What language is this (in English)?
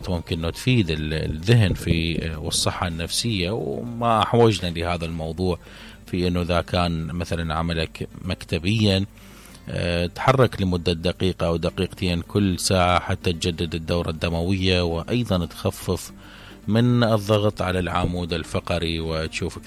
Mesopotamian Arabic